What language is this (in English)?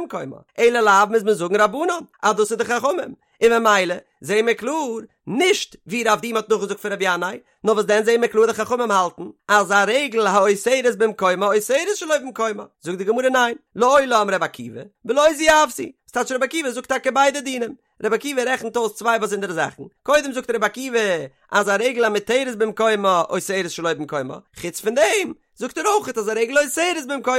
Yiddish